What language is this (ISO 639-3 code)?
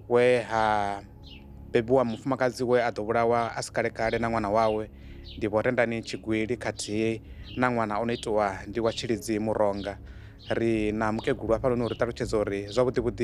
ven